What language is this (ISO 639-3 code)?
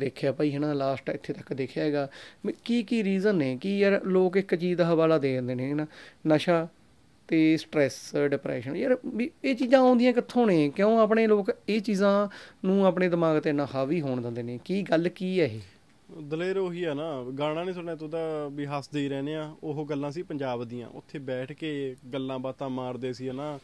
pan